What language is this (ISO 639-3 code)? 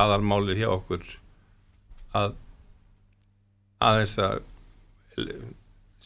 isl